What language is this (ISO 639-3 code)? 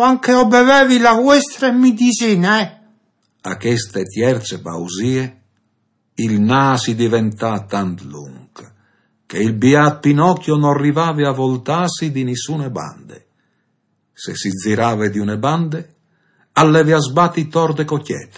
fur